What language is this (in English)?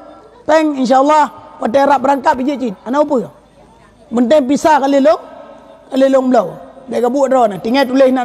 Achinese